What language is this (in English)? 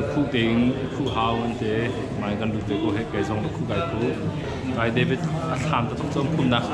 Hakha Chin